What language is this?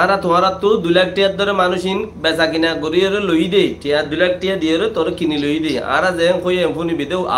Rohingya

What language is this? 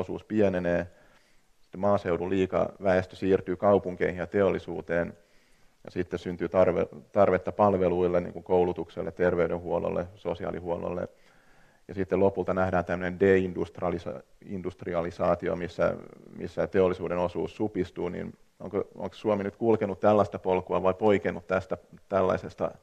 Finnish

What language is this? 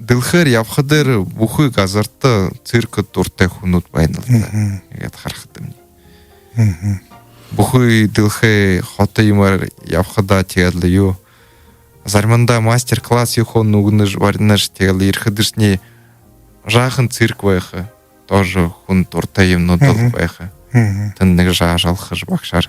Buriat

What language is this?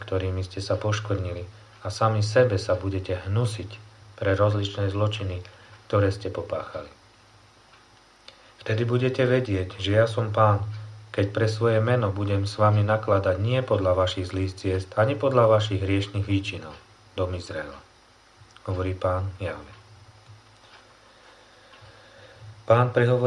Slovak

